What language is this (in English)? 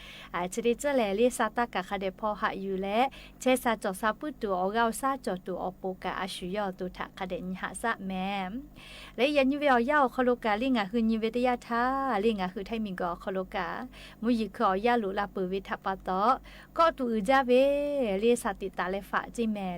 Lahu